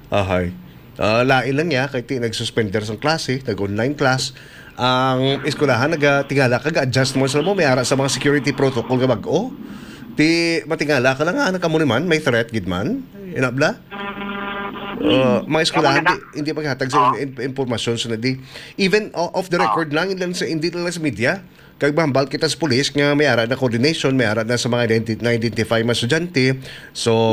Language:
Hiligaynon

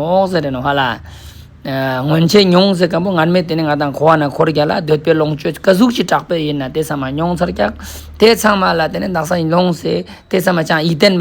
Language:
Ladakhi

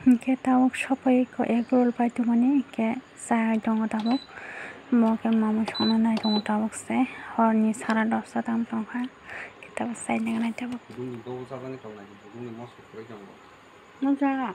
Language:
Kok Borok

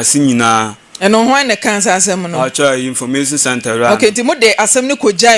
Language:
Akan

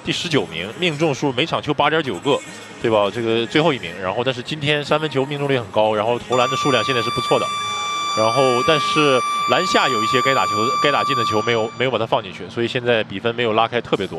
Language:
Chinese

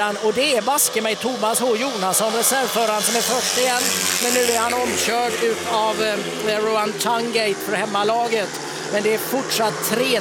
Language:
Swedish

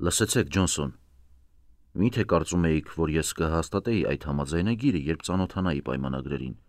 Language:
Armenian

